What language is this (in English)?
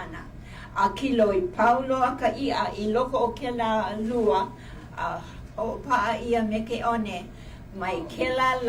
Hawaiian